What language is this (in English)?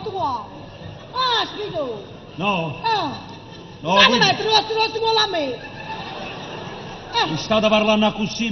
Neapolitan